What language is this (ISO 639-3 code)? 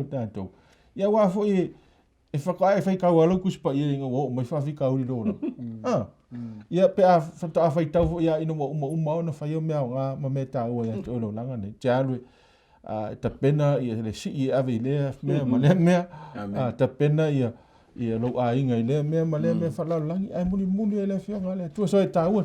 smo